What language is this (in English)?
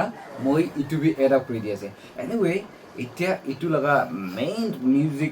Naga Pidgin